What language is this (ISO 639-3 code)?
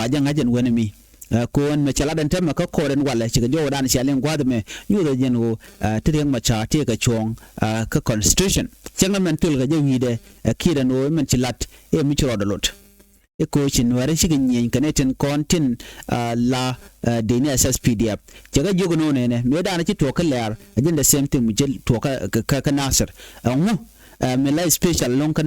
nus